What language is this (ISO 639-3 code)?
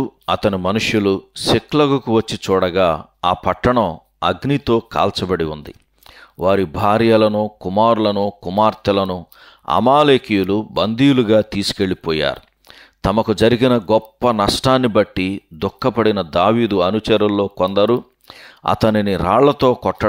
tel